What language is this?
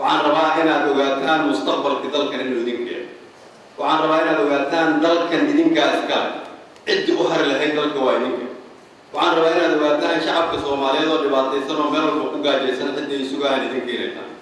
Somali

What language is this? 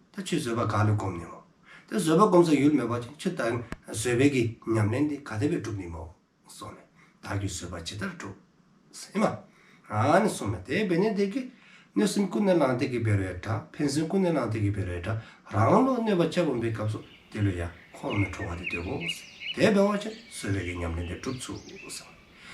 Dzongkha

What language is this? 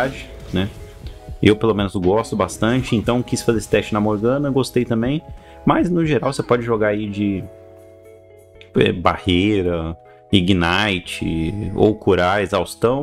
Portuguese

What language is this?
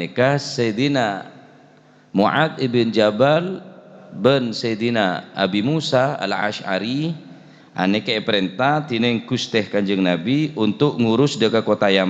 Madurese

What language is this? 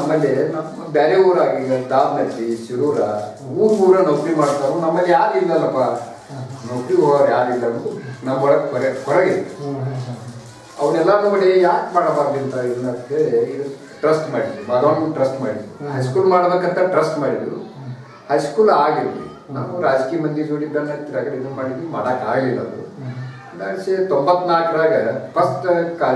Kannada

